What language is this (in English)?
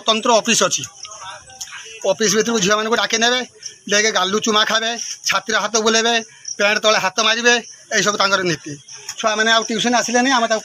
Odia